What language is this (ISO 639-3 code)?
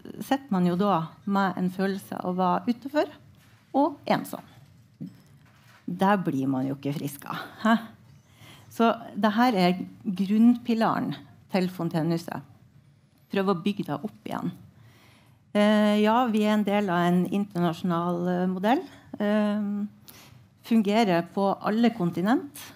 nor